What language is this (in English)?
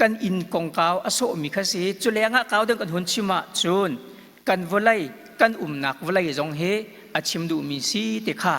Hakha Chin